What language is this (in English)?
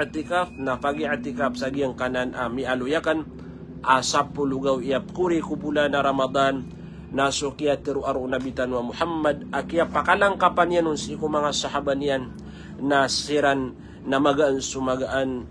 Maranao